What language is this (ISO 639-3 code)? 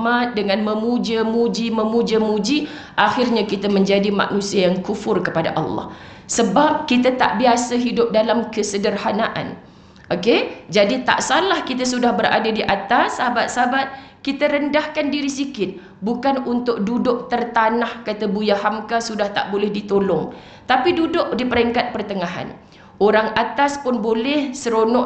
msa